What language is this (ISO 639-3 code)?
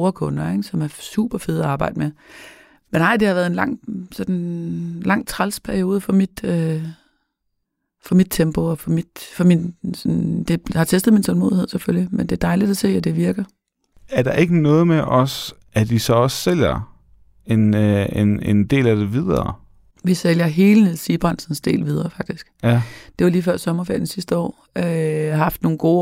dan